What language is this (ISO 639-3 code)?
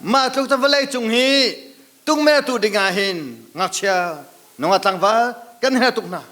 cnh